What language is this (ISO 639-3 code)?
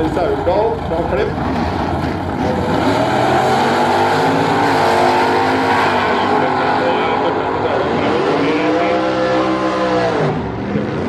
nor